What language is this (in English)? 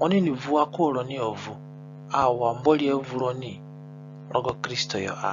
Zande (individual language)